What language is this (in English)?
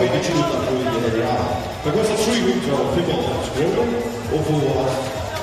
Faroese